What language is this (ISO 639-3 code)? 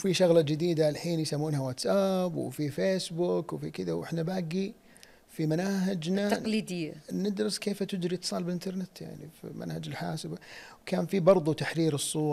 ars